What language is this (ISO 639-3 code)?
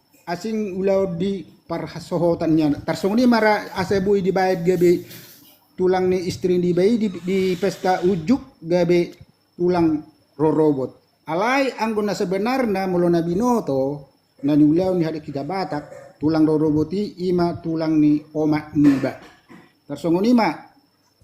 bbc